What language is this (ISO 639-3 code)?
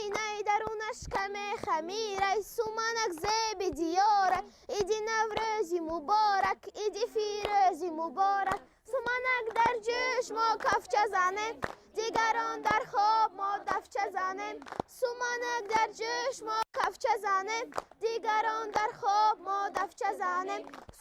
tgk